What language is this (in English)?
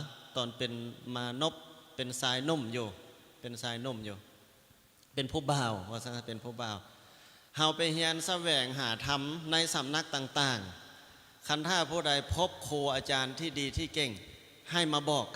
Lao